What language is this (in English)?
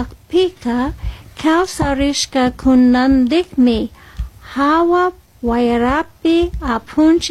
Chimborazo Highland Quichua